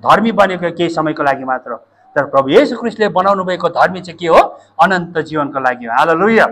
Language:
Nepali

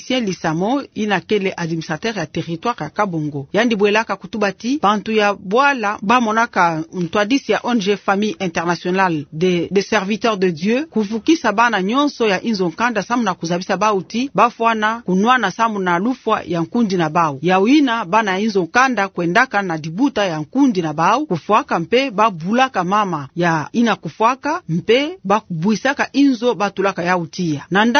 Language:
Kituba (Democratic Republic of Congo)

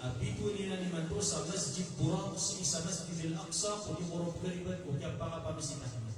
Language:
Maranao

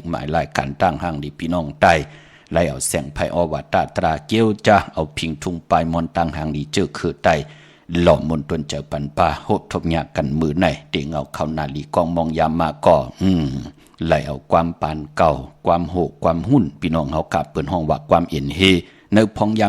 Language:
Shan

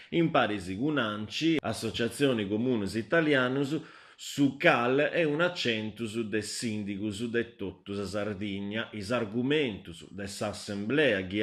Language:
Sardinian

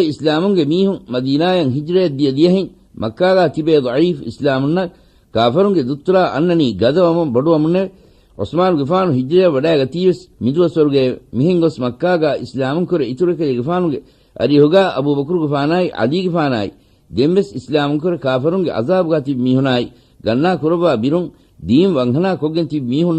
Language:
Divehi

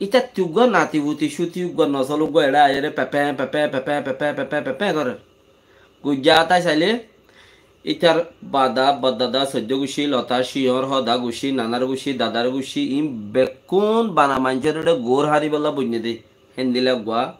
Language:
Rohingya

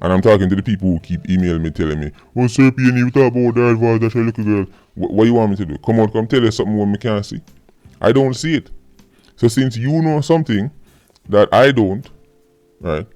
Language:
Jamaican Creole English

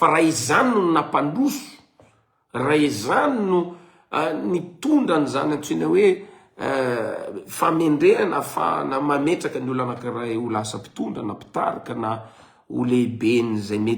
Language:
Malagasy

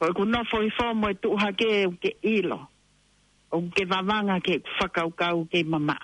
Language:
Tongan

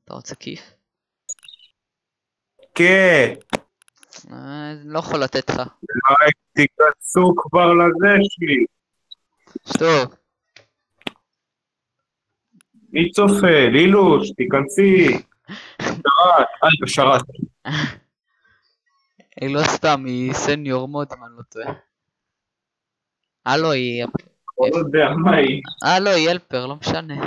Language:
Hebrew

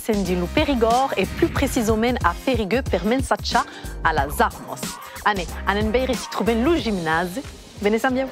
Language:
Occitan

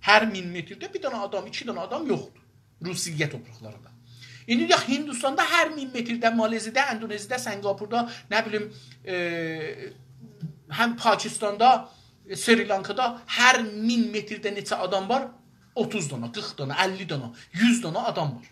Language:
South Azerbaijani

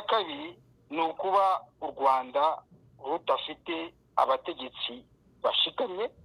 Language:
Kinyarwanda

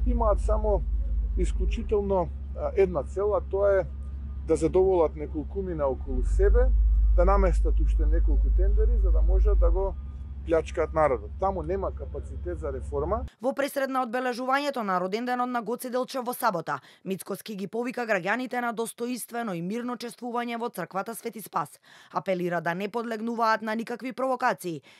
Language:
Macedonian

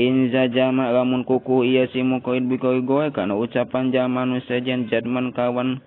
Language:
Sundanese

